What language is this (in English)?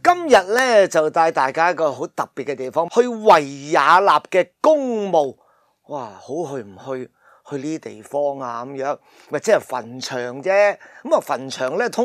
Cantonese